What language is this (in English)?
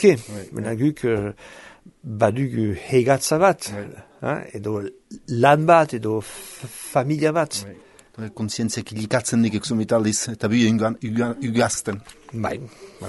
Basque